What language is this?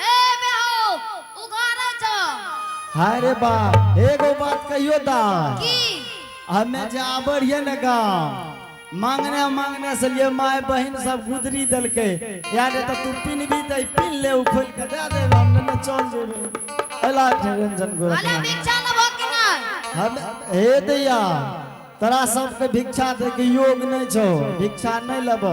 Angika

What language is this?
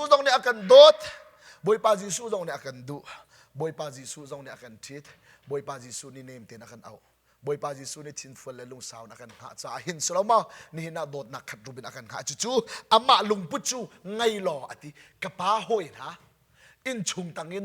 Hakha Chin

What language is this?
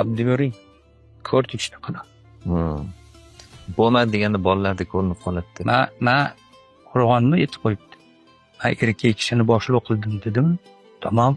Uzbek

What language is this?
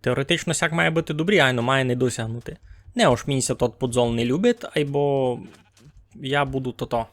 Rusyn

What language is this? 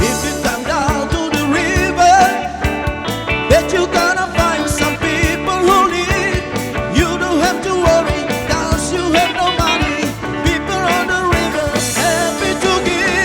Tetum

